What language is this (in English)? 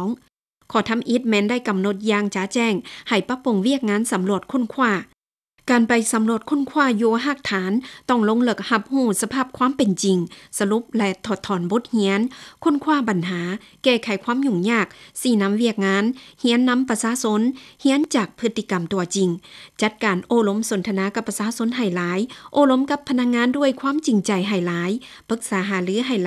Lao